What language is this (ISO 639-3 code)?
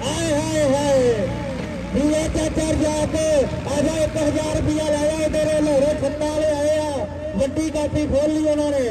skr